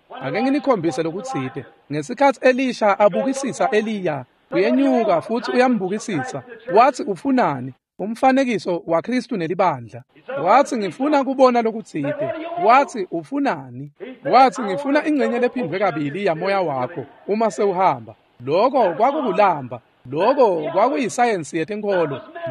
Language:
Swati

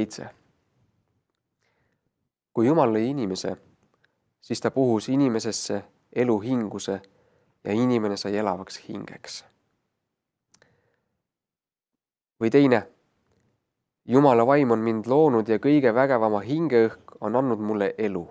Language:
Estonian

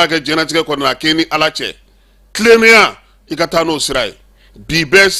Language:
Bambara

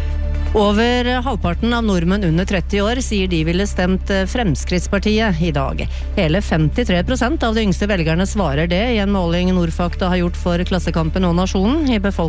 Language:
Norwegian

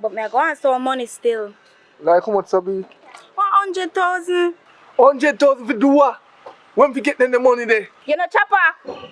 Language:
Jamaican Creole English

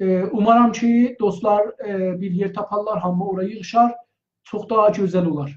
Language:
South Azerbaijani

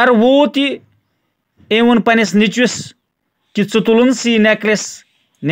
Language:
Kashmiri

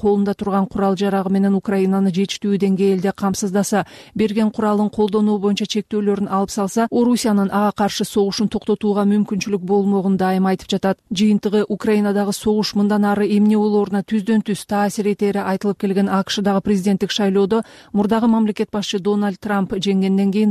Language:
Kyrgyz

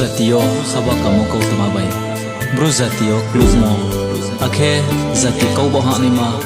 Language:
Riang (India)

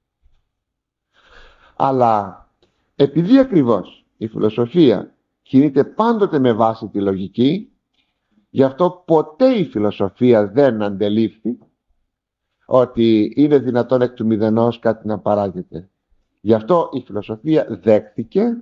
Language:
Greek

